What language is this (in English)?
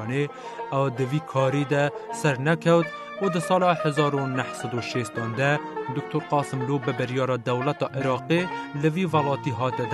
Kurdish